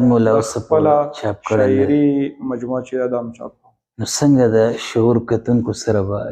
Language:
Pashto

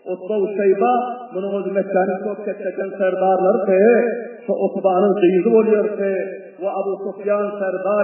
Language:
Turkmen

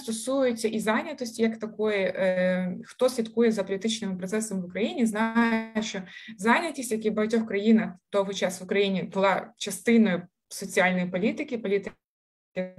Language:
Ukrainian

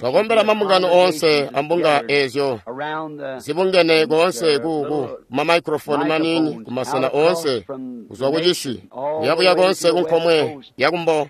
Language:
Tonga (Zambia)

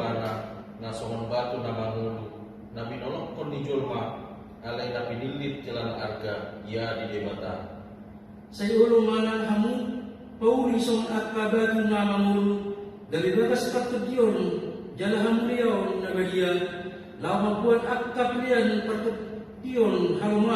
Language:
Batak Toba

